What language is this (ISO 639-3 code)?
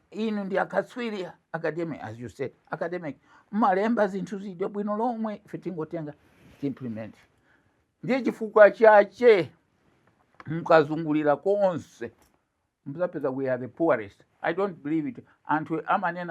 nya